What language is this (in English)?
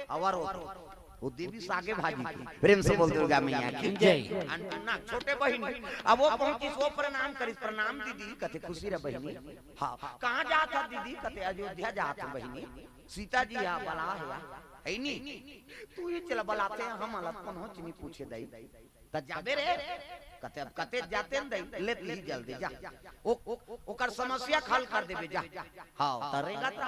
Chhattisgarhi